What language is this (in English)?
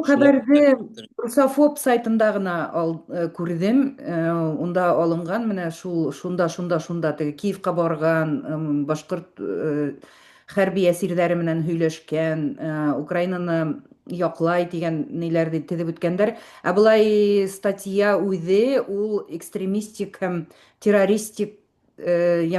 Bashkir